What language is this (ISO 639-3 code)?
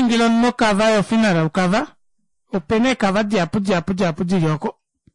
kua